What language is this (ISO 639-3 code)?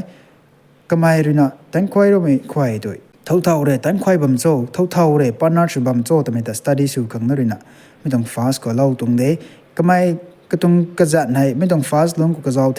nbu